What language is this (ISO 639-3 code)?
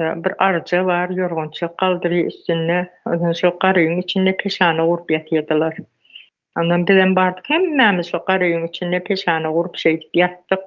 tuk